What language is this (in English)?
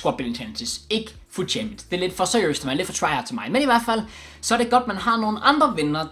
Danish